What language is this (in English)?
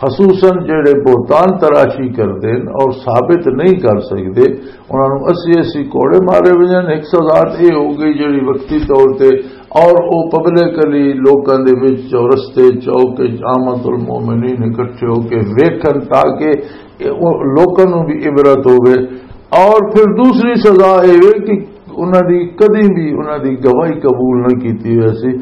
Western Panjabi